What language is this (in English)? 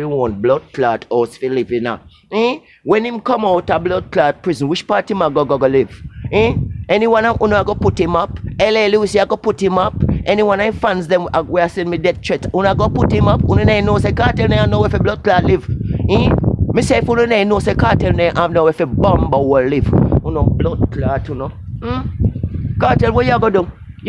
Jamaican Creole English